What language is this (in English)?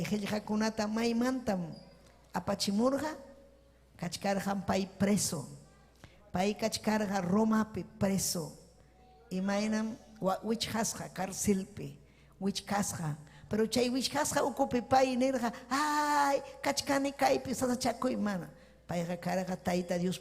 Ayacucho Quechua